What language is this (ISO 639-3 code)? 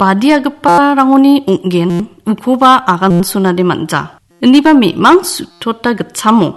grt